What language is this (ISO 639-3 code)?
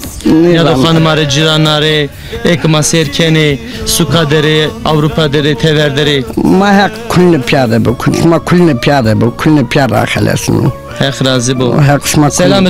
zza